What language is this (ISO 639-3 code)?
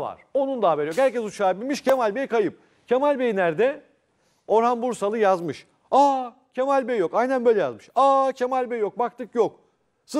tur